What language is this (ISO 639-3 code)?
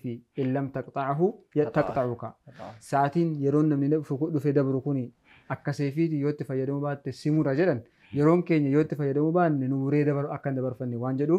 orm